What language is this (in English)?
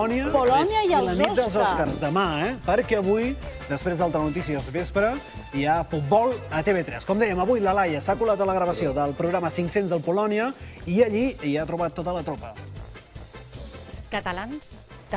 Catalan